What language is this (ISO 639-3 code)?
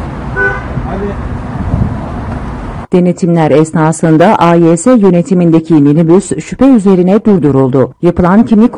tur